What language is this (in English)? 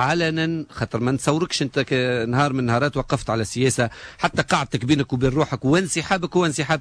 Tunisian Arabic